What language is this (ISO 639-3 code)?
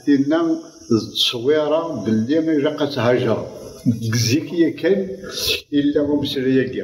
kab